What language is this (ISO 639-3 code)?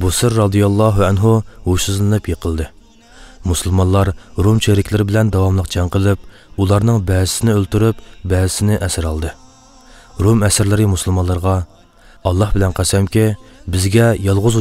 uig